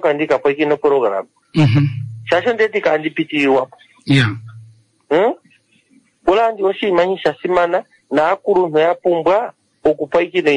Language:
Kuanyama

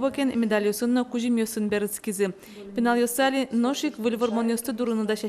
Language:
Udmurt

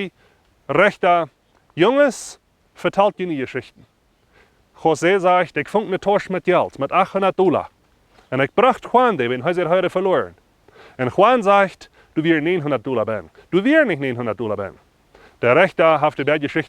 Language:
Plautdietsch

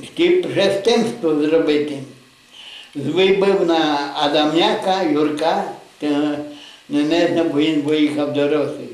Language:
Rusyn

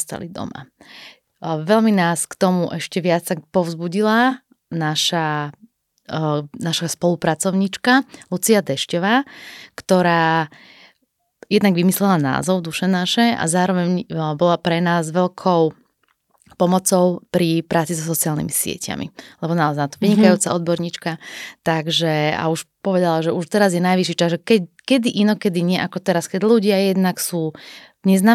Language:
Slovak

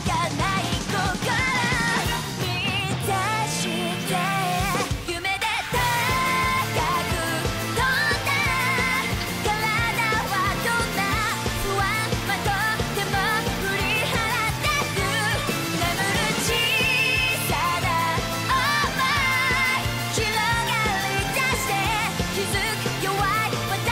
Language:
Japanese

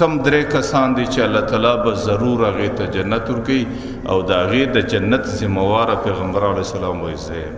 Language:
Pashto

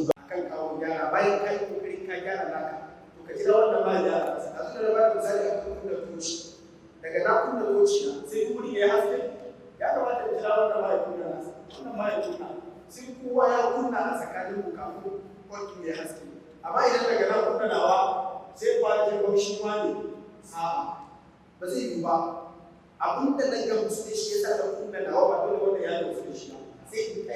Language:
Hausa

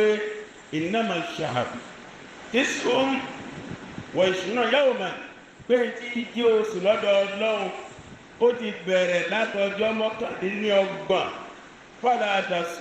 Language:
Yoruba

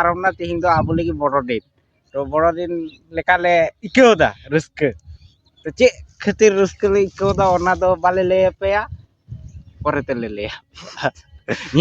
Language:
Santali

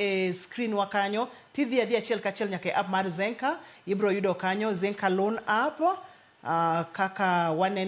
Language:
Luo (Kenya and Tanzania)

